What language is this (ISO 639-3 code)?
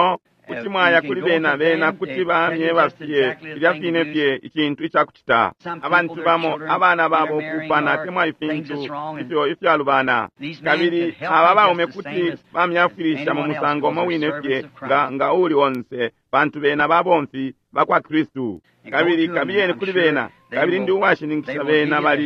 bem